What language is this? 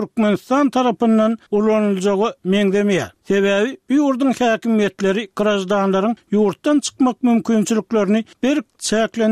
Turkmen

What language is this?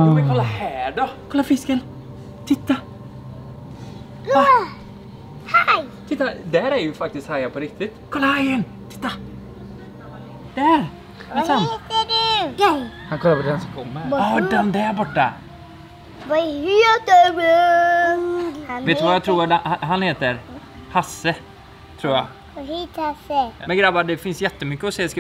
Swedish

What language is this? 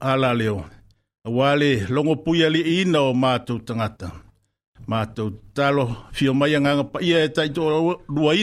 Samoan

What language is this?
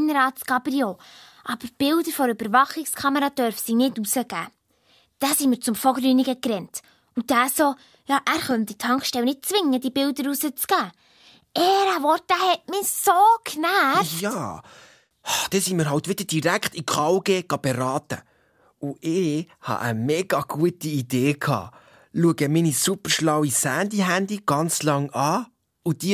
Swiss German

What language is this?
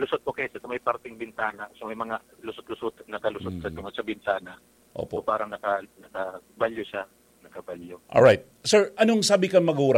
Bikol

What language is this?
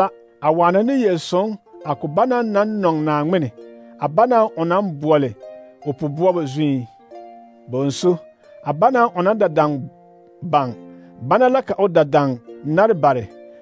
Southern Dagaare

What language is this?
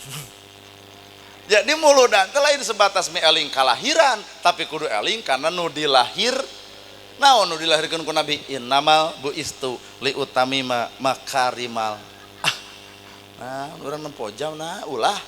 Sundanese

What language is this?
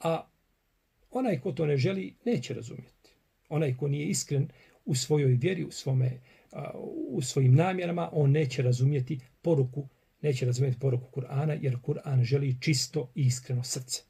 Bosnian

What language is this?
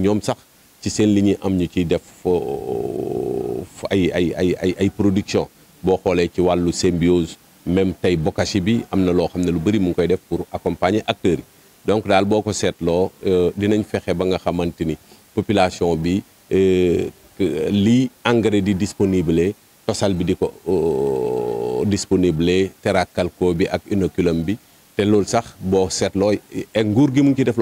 Wolof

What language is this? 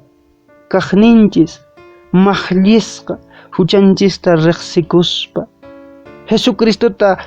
Quechua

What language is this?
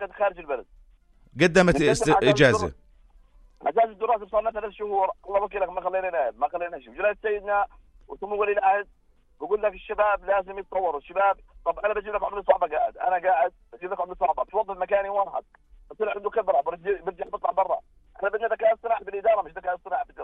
North Levantine Arabic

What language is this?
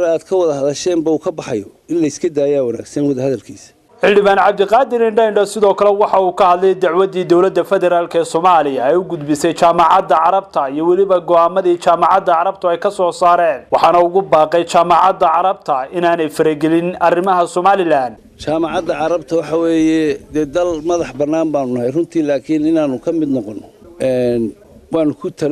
Somali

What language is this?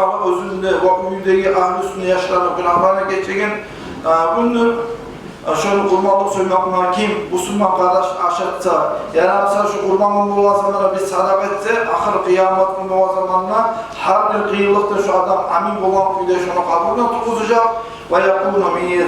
Kumyk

